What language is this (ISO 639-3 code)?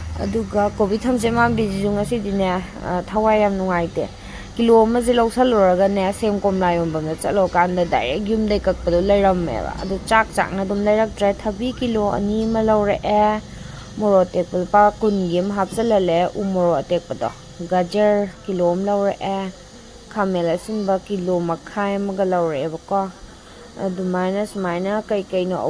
mni